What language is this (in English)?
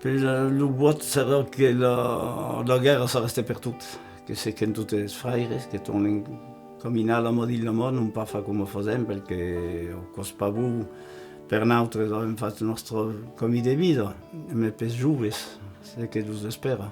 Occitan